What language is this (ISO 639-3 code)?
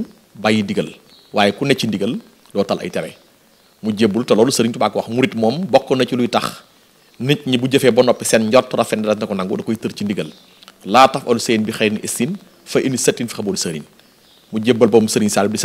wol